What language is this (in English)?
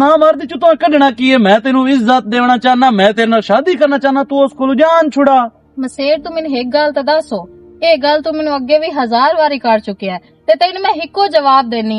Western Panjabi